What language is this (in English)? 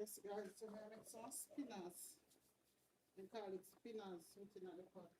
Jamaican Creole English